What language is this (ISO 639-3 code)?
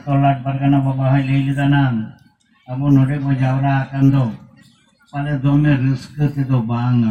sat